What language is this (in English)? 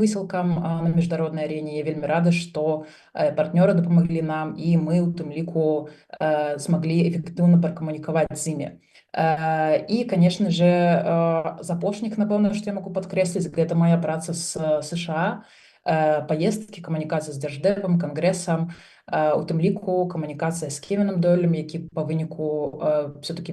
Belarusian